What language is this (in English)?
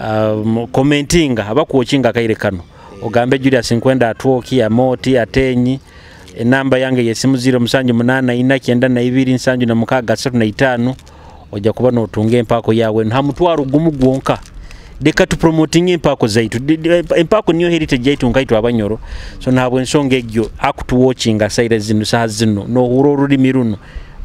Nyoro